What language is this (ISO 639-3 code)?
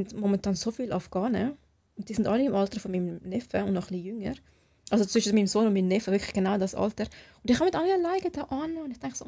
gsw